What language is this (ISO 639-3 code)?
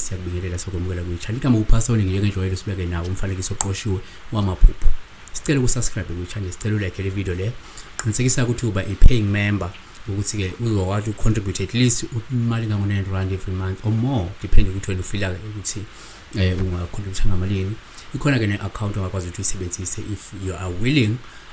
zul